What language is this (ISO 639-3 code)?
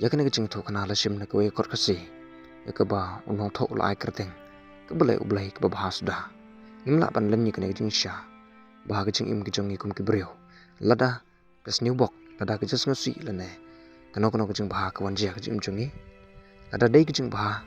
kha